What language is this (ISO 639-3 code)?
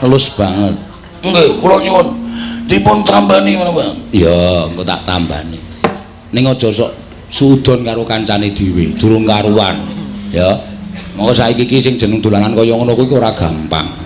jav